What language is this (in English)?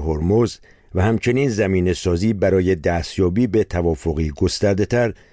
Persian